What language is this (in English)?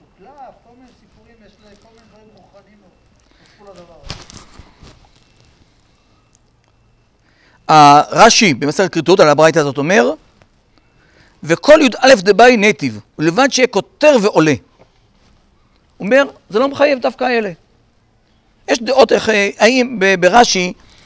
Hebrew